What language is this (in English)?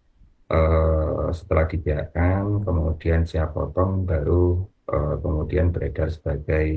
Indonesian